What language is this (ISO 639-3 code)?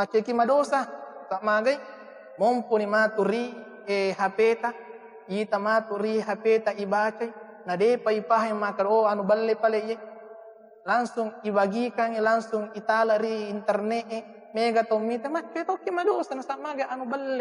bug